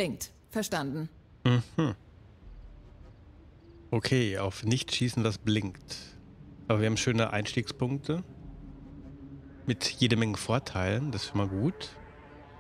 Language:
German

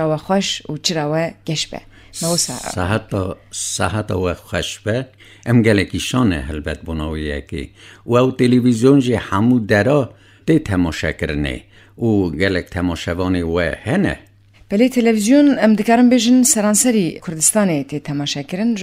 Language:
Kurdish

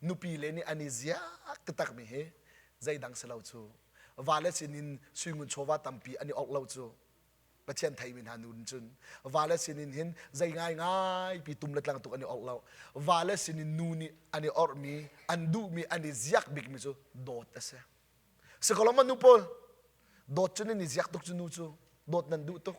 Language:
Hakha Chin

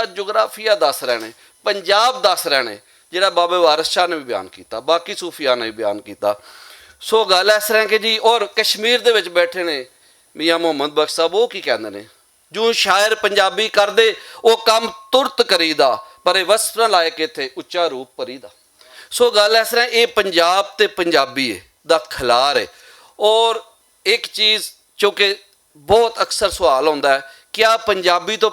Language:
Western Panjabi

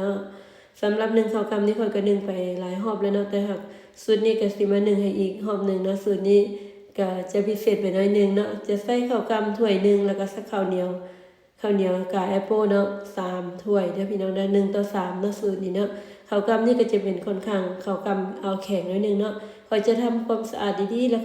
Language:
Lao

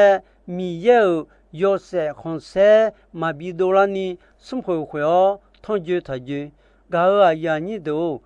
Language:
Akha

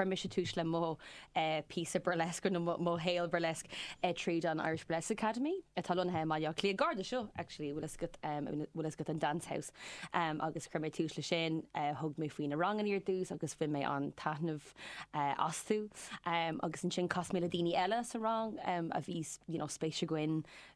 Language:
Irish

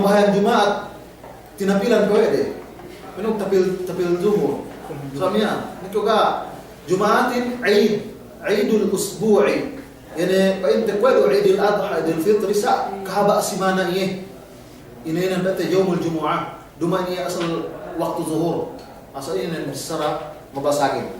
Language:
Yakan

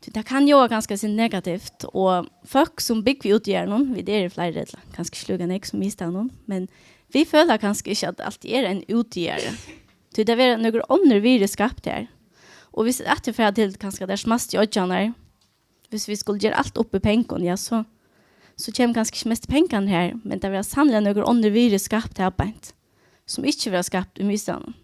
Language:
Faroese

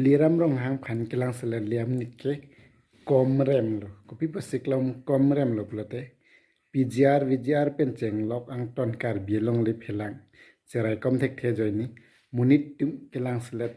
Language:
Karbi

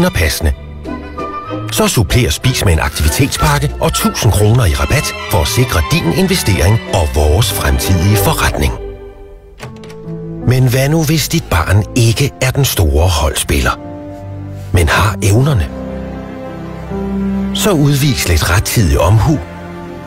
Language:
Danish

